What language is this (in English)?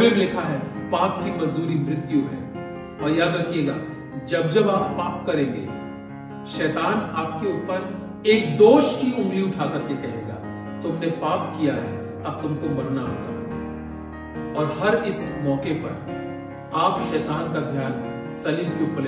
Hindi